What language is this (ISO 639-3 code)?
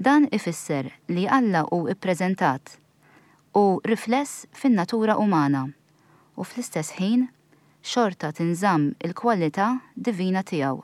mlt